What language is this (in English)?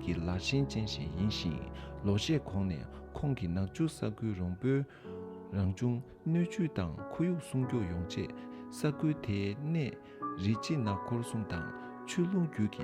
Tibetan